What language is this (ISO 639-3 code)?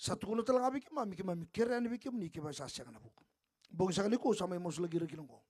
fij